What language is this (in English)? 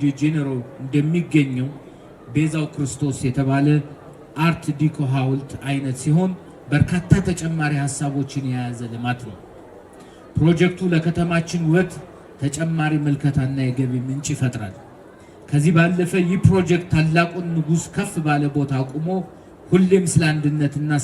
Amharic